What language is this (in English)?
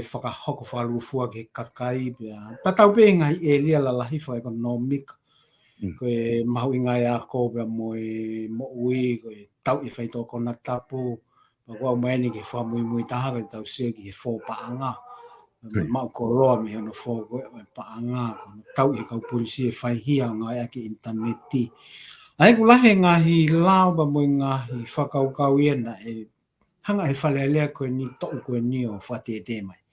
Tongan